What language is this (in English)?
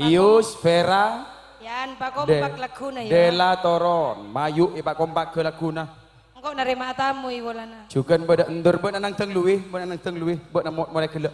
Madurese